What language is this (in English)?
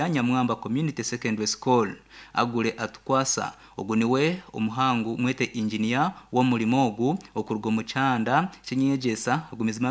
Nyankole